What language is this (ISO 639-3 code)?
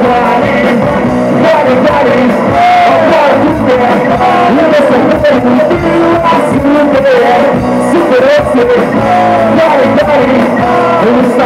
por